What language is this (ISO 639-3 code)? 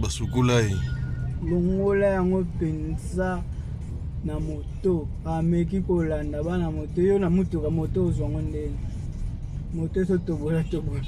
lin